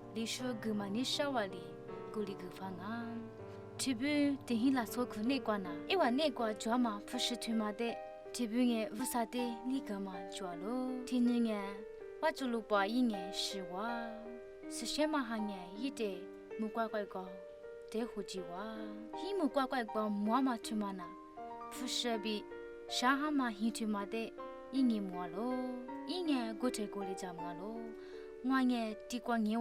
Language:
Lisu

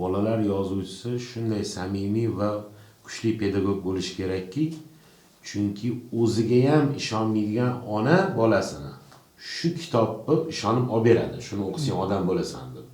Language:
Uzbek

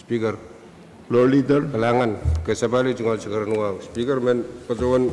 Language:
Pohnpeian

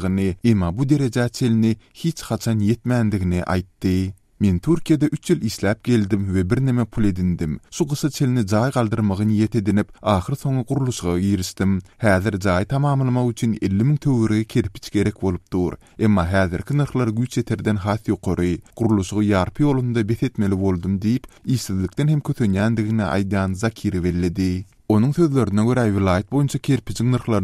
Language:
Turkmen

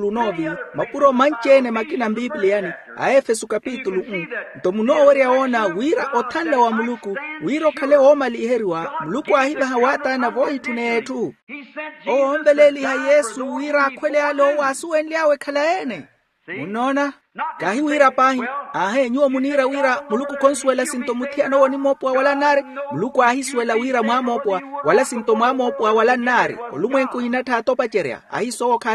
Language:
Makhuwa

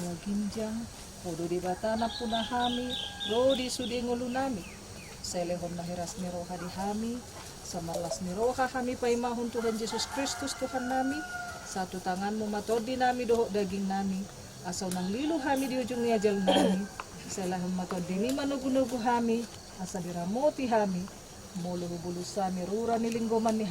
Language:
Batak Toba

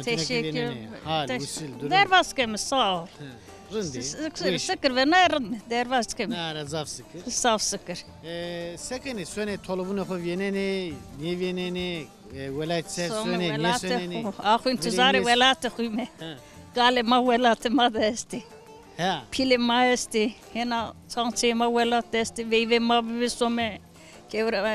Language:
Zaza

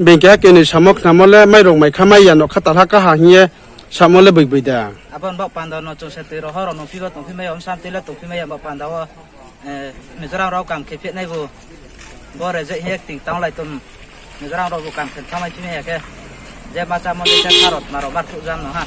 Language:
Riang (India)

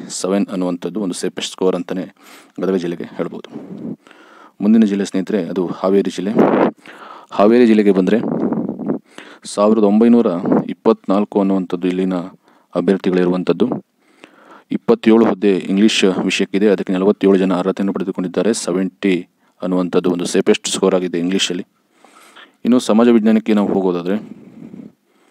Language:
Kannada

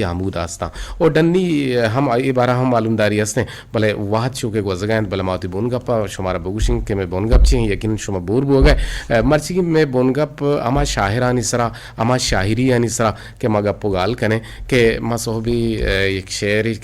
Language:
Eastern Balochi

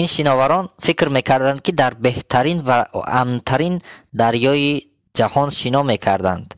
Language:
Tajik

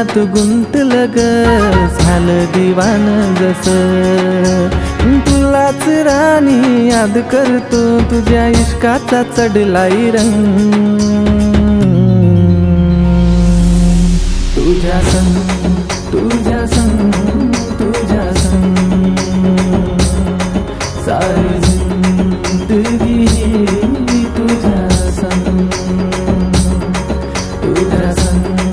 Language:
Marathi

